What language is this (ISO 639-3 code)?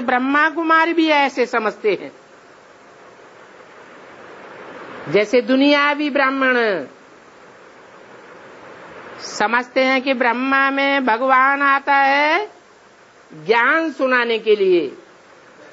hin